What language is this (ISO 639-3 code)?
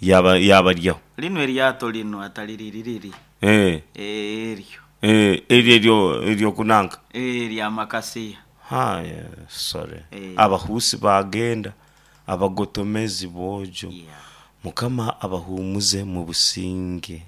nyn